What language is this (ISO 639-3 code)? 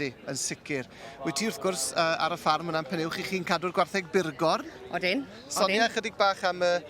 cym